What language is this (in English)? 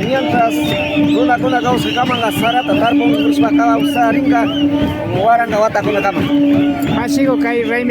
Imbabura Highland Quichua